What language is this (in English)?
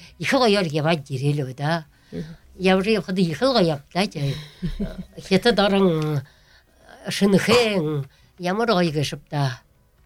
Buriat